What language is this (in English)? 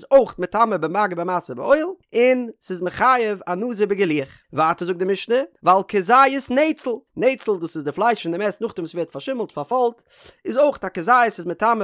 Yiddish